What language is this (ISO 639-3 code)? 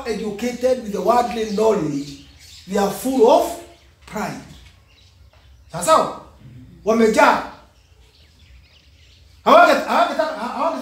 swa